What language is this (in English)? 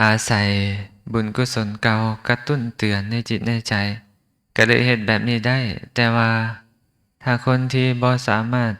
Lao